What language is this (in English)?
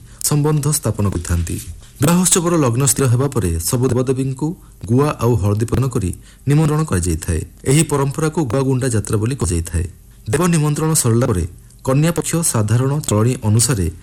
Odia